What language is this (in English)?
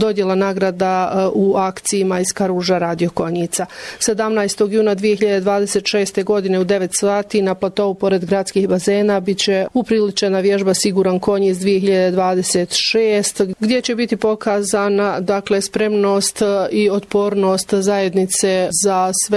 Bosnian